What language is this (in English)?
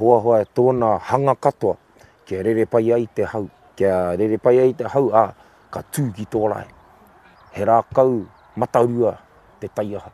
Māori